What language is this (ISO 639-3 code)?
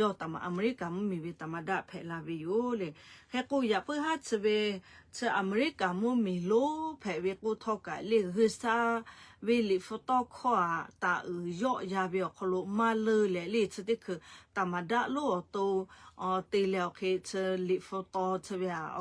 lhu